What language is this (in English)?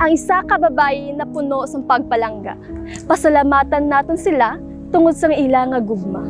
Hiligaynon